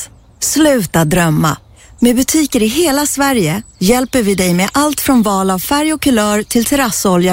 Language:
Swedish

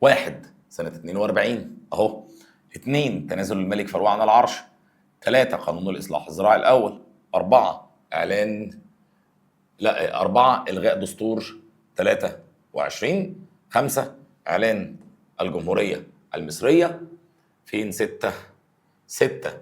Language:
Egyptian Arabic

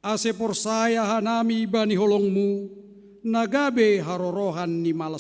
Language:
Batak Simalungun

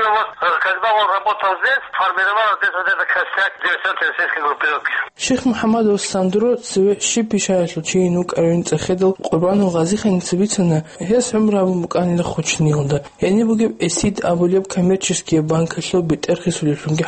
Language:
Avaric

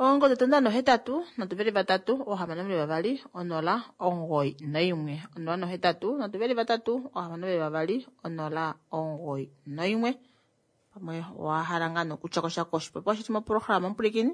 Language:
Kuanyama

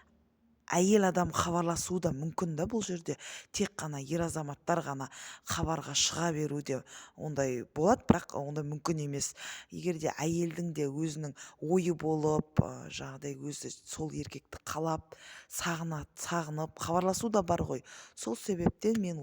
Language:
Kazakh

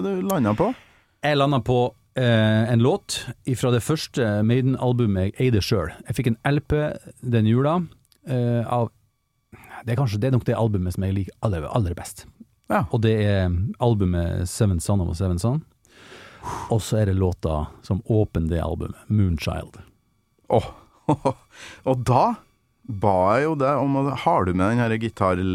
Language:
Norwegian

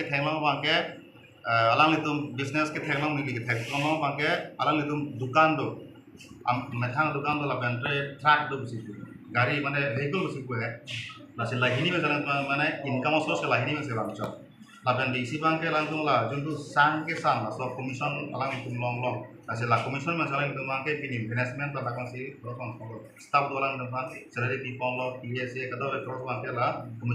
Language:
Karbi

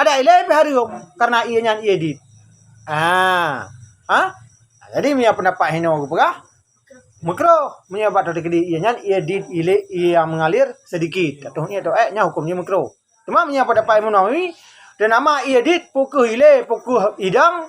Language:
Achinese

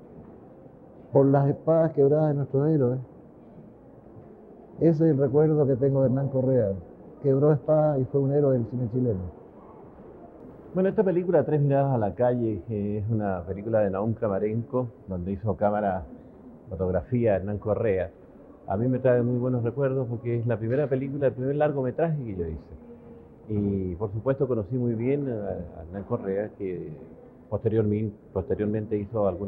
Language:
Spanish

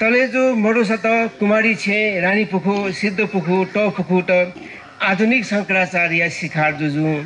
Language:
Newari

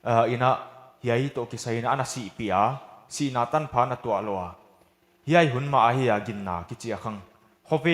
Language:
Paite Chin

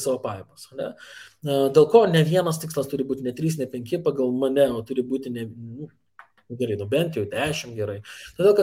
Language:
Lithuanian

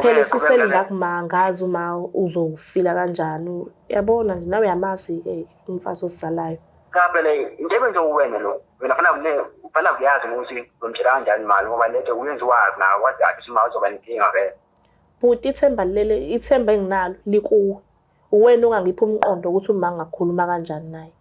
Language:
Zulu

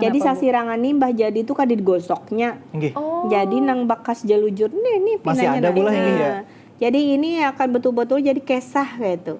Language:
Banjar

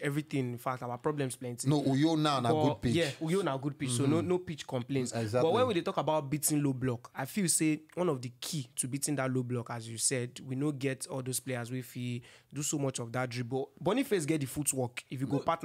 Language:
Nigerian Pidgin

